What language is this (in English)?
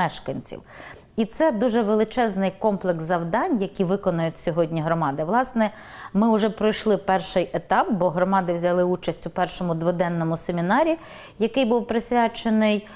Ukrainian